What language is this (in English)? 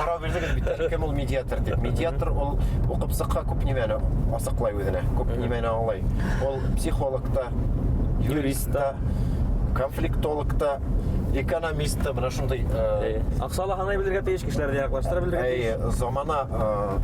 Bashkir